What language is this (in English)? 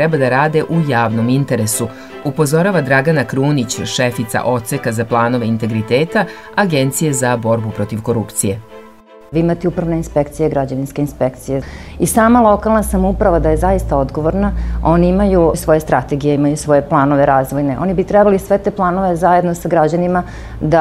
Serbian